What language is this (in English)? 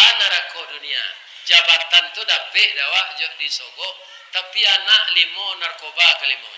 Minangkabau